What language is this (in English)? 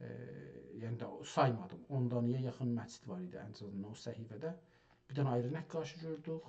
South Azerbaijani